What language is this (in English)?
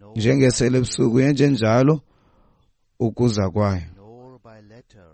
Xhosa